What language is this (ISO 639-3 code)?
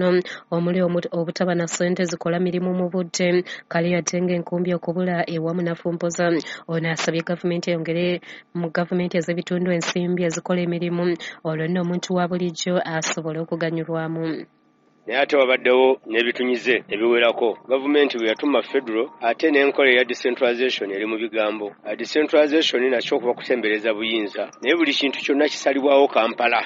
lug